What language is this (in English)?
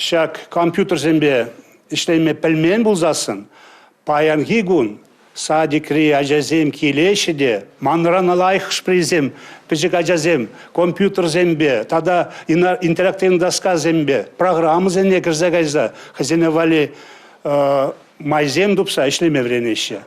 Chuvash